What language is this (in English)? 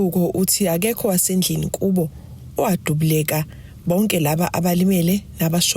Zulu